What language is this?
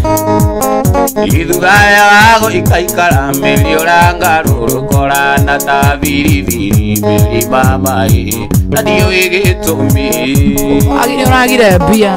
Kikuyu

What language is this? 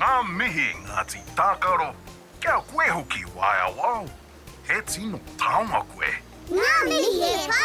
Māori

